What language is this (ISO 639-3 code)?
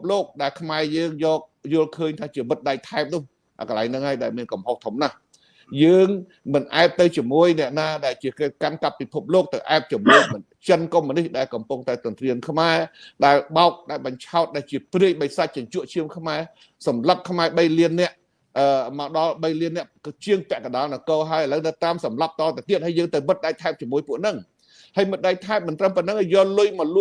khm